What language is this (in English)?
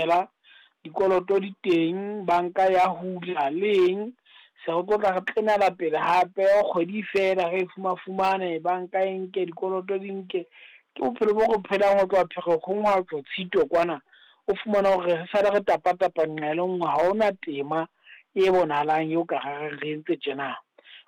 Southern Sotho